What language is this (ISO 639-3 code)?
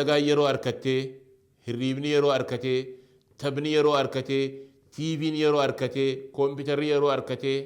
orm